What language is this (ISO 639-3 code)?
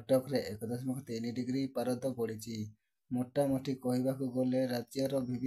ori